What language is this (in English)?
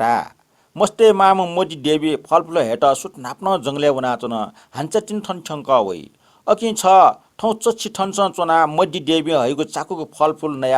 Newari